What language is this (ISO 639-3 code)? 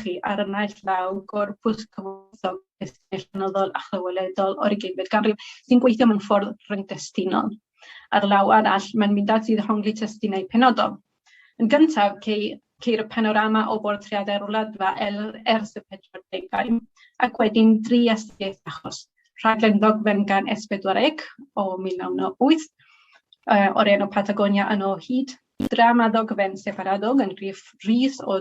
cym